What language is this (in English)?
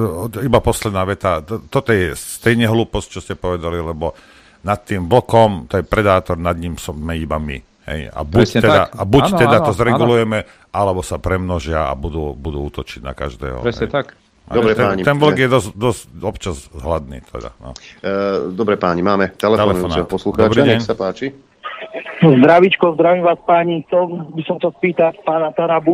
Slovak